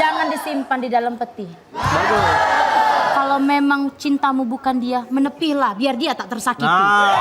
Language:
Musi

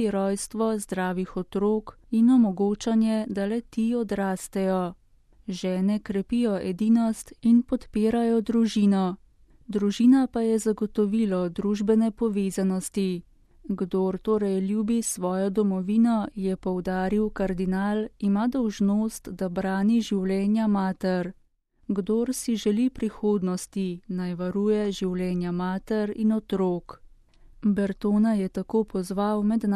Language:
Slovenian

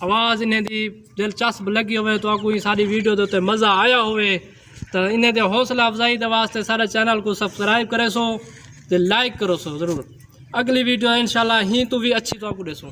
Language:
Saraiki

